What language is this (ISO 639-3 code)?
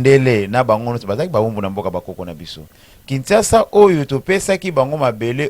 lin